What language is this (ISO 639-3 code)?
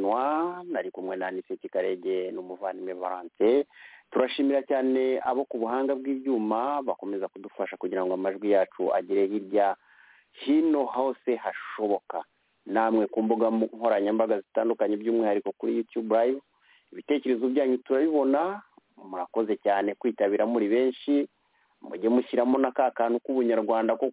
kin